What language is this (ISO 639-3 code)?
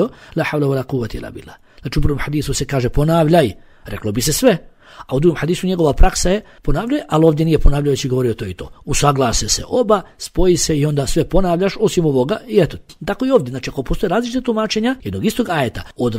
bos